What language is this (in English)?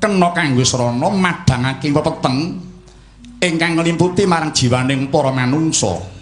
Javanese